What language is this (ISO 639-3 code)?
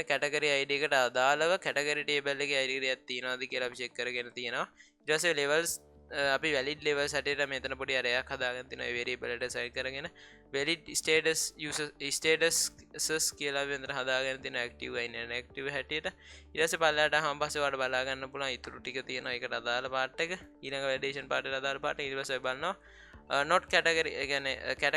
sin